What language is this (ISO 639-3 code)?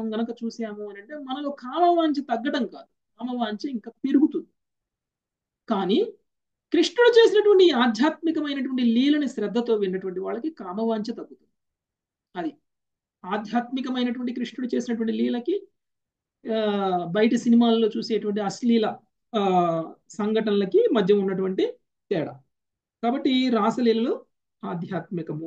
tel